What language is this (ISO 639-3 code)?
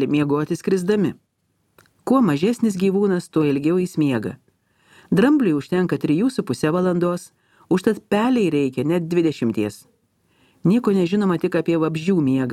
lit